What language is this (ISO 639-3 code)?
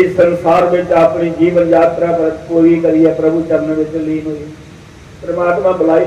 doi